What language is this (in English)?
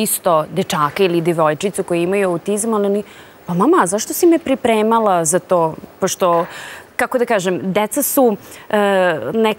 Serbian